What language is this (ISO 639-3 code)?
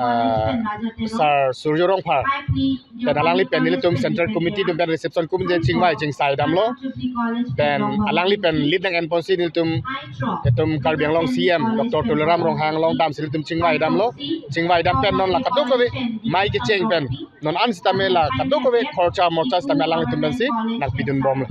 mjw